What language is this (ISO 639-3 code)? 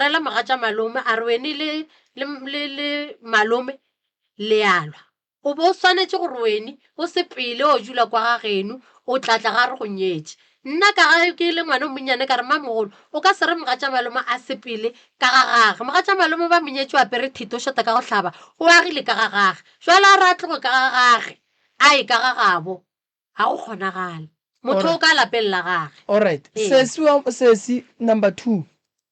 nso